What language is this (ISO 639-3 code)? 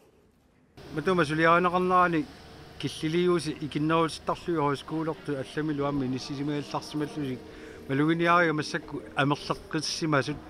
kal